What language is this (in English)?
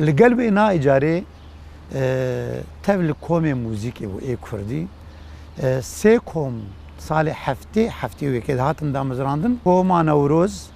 Kurdish